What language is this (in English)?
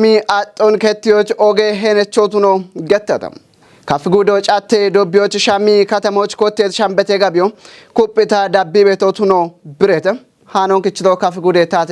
Kafa